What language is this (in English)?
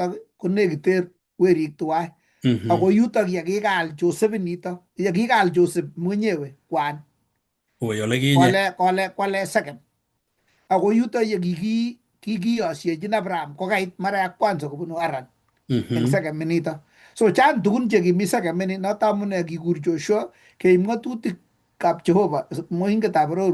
Kalenjin